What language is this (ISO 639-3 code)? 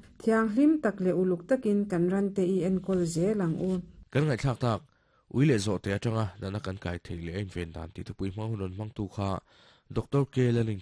lus